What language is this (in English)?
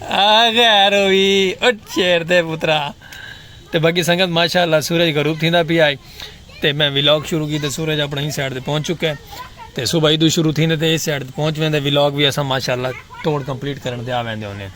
Saraiki